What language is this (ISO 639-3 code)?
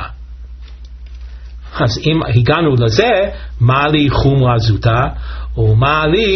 heb